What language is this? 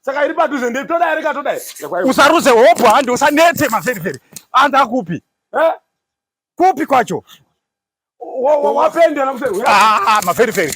Shona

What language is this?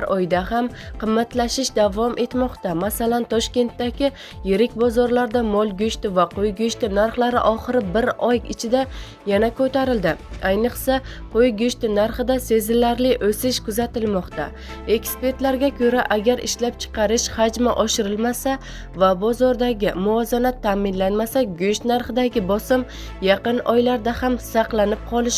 Uzbek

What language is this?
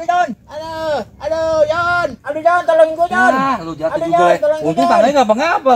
Betawi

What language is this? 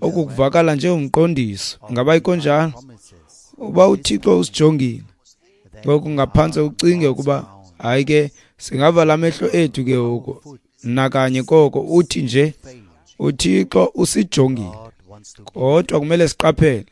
Xhosa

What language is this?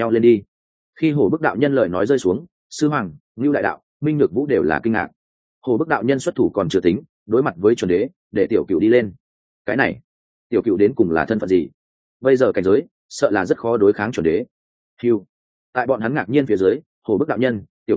Vietnamese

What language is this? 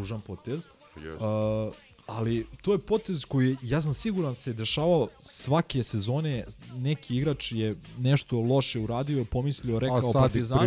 Serbian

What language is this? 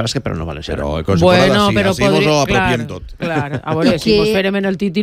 Catalan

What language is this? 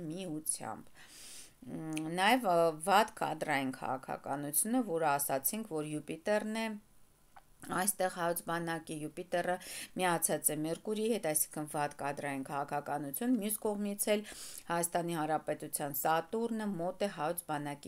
Armenian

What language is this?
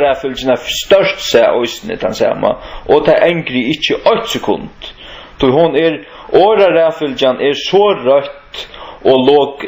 Faroese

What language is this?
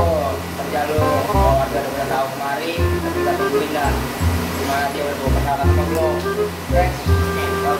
Betawi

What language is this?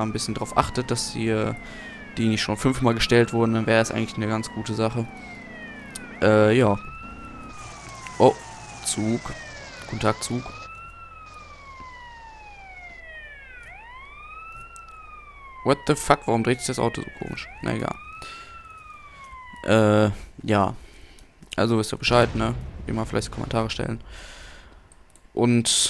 German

